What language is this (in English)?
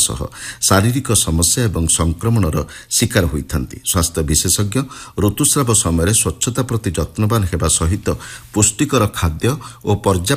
Odia